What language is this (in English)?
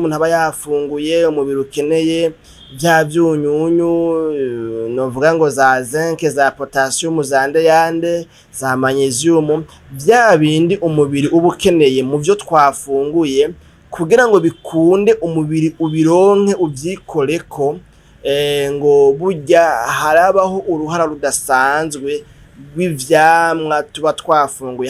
Rundi